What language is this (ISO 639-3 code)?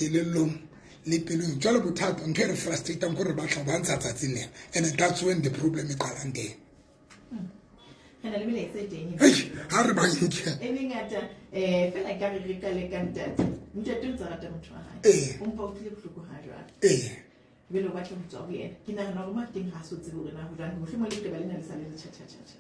sot